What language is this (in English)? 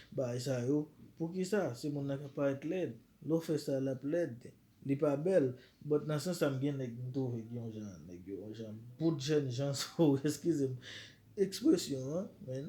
Haitian Creole